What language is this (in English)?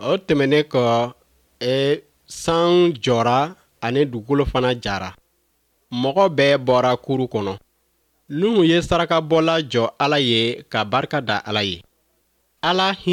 Bambara